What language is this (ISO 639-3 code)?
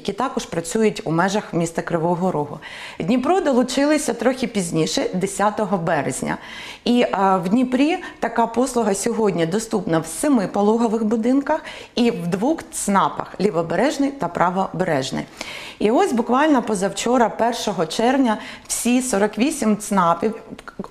ukr